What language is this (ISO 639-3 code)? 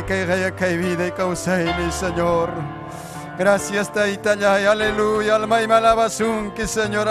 quy